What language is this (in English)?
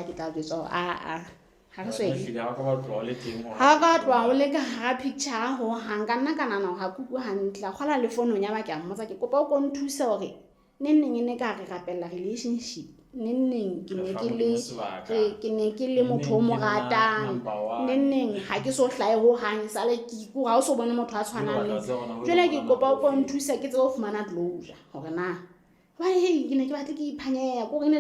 Southern Sotho